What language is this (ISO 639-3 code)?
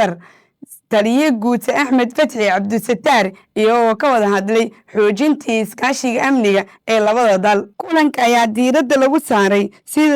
som